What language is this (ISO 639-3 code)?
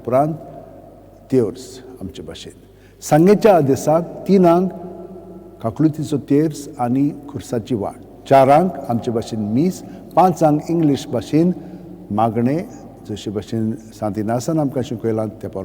kok